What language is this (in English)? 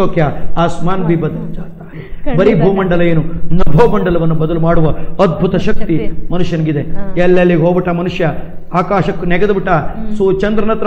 Kannada